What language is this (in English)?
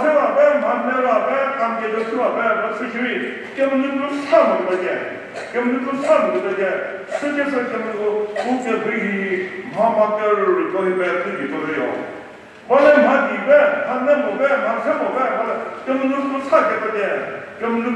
Chokri Naga